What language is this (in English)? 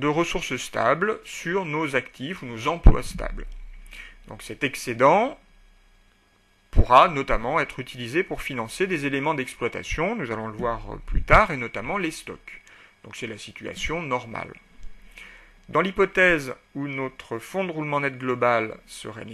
French